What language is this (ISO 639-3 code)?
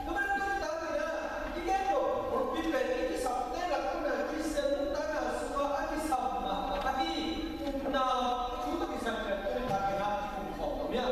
ctd